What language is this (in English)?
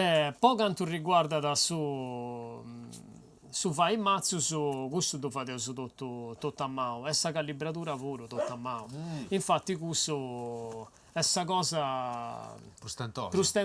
Sardinian